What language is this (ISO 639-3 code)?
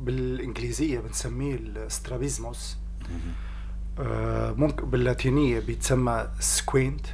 apc